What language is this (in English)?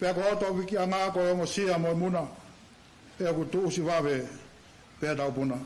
Tongan